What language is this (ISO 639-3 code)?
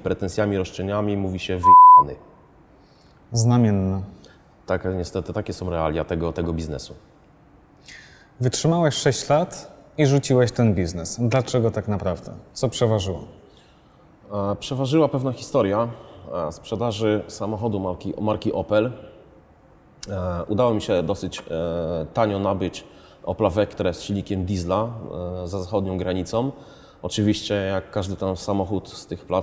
pol